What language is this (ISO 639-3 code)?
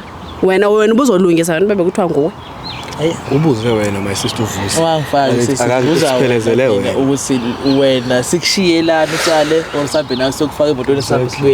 zul